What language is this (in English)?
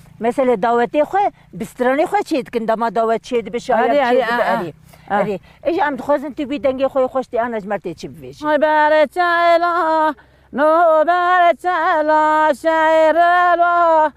Kurdish